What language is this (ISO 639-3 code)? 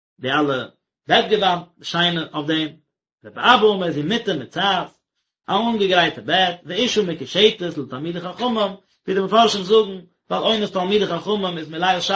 yid